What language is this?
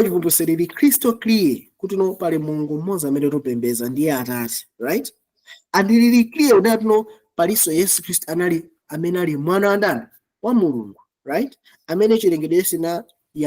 Nyanja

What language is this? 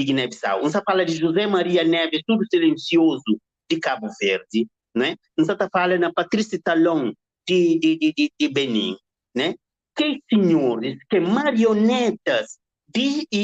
Kabuverdianu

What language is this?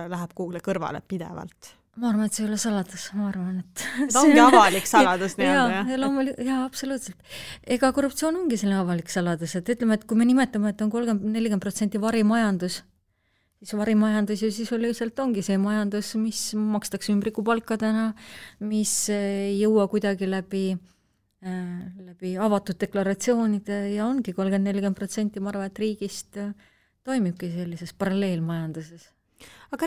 Estonian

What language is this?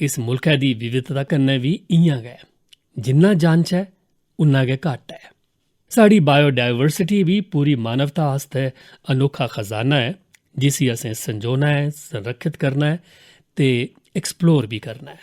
Dogri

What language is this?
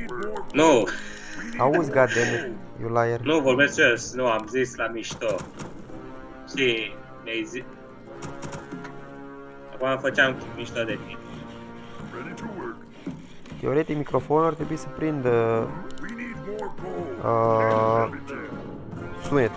Romanian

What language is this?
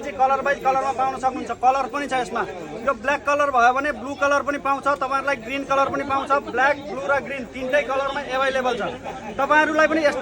Nepali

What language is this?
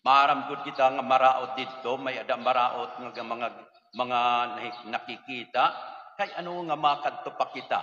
Waray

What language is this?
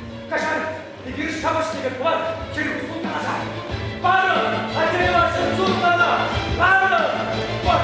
Chuvash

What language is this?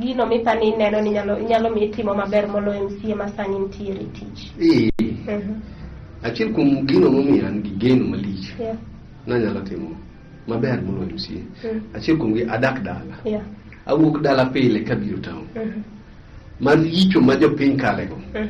Luo (Kenya and Tanzania)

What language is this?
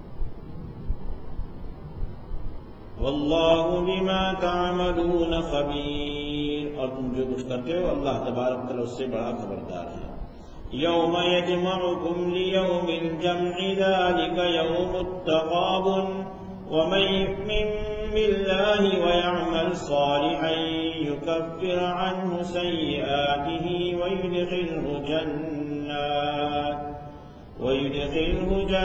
Urdu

